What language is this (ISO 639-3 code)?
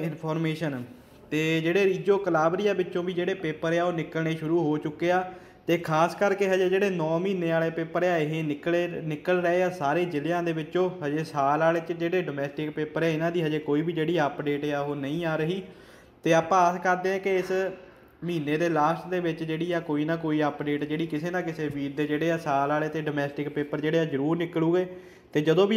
pan